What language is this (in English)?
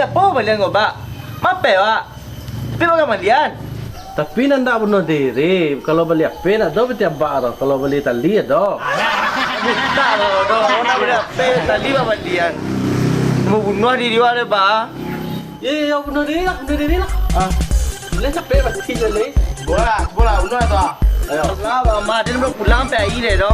Minangkabau